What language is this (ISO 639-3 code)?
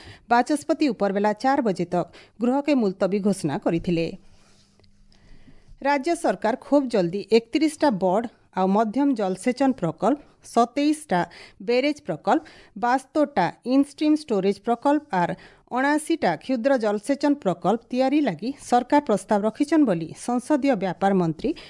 ori